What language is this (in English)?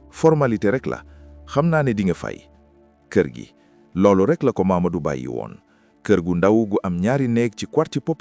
Wolof